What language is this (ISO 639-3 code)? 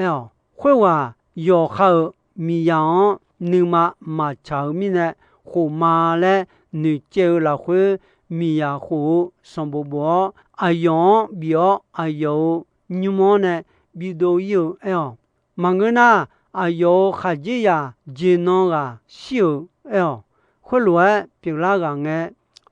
ahk